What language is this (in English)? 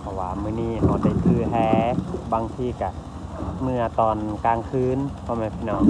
Lao